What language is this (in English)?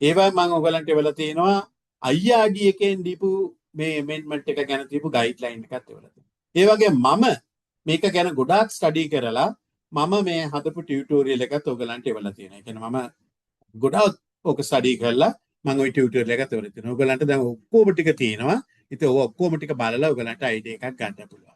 Sinhala